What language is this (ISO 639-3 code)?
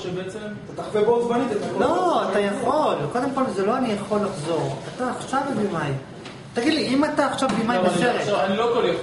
heb